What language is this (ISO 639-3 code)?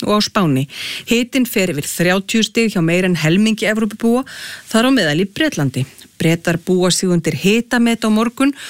isl